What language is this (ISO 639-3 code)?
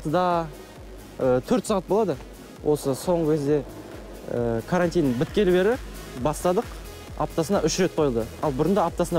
kaz